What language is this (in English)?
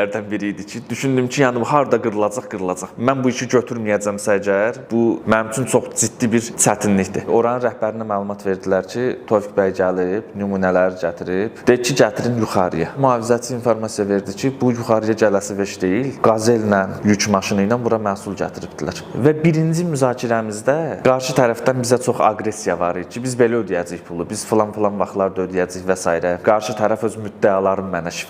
Azerbaijani